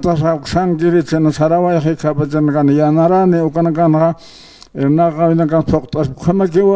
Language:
Aymara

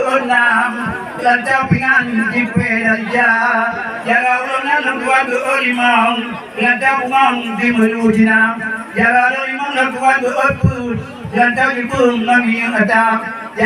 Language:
Achinese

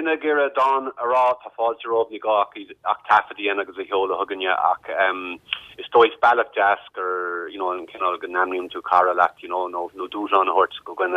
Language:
Irish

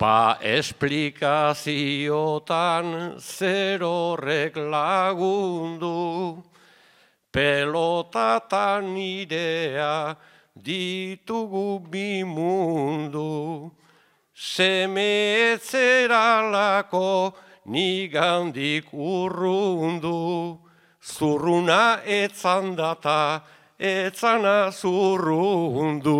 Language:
Basque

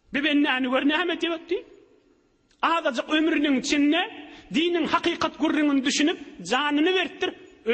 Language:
Turkmen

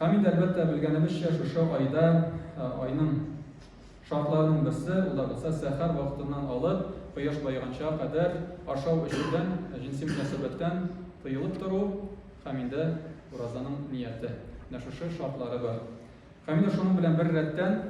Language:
Tatar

